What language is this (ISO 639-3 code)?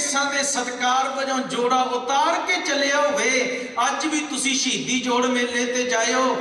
pan